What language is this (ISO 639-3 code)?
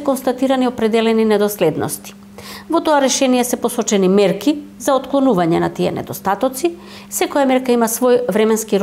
mkd